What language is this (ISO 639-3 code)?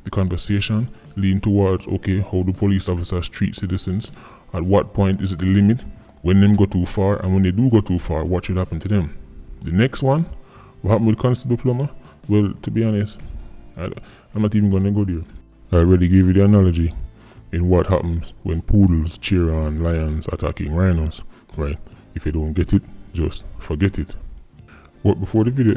jam